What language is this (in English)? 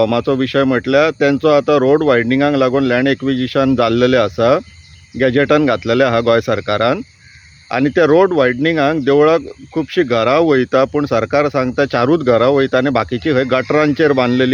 Konkani